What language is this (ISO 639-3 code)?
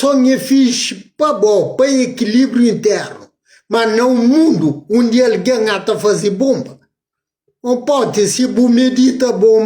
kea